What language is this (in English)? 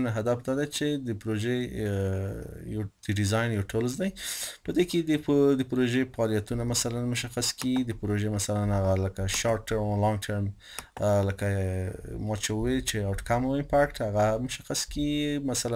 Pashto